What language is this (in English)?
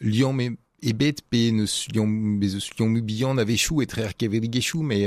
Breton